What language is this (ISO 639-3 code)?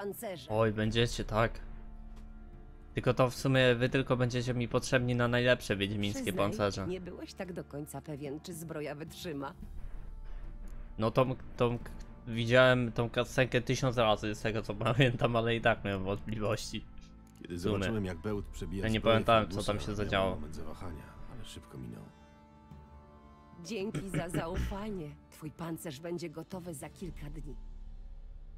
pol